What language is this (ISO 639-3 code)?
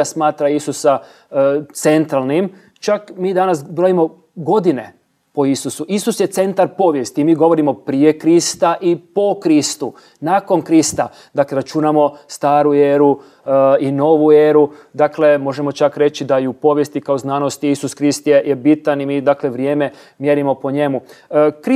hrv